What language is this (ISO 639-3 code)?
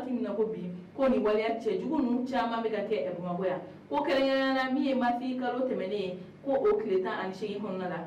bam